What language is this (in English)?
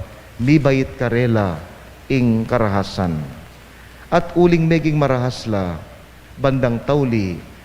Pampanga